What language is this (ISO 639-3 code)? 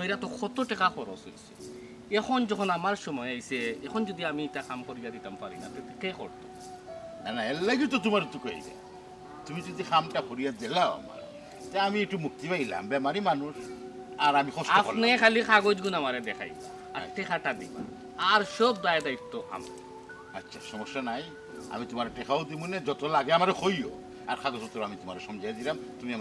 syl